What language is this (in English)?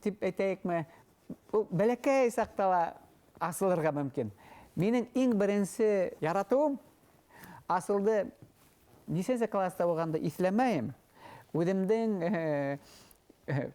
Bashkir